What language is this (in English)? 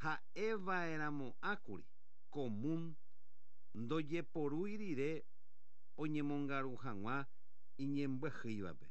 Guarani